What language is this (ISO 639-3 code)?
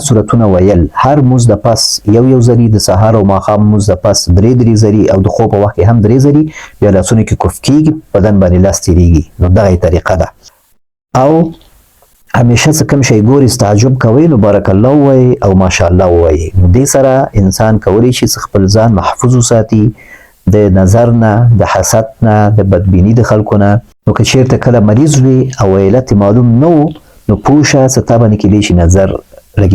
pus